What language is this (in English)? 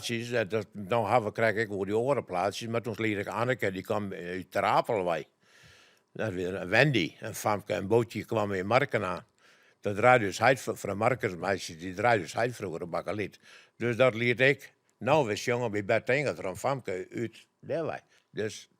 Western Frisian